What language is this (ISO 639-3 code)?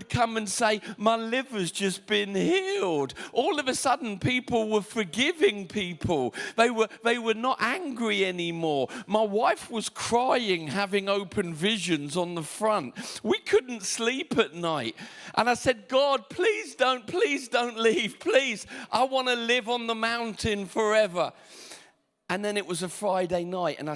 eng